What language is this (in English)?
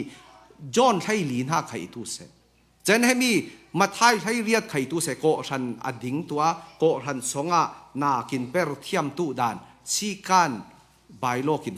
Falam Chin